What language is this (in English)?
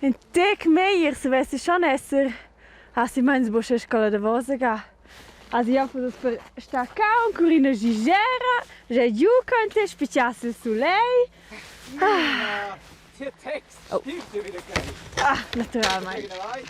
Romansh